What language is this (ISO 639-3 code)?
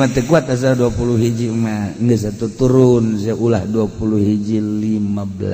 sun